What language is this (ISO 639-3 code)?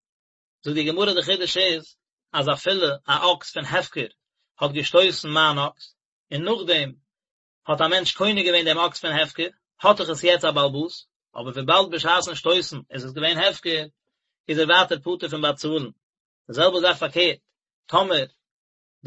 yid